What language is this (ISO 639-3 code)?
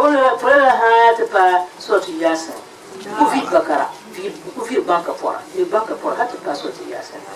dag